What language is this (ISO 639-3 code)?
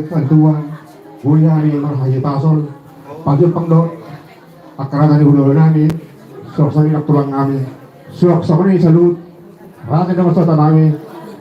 bbc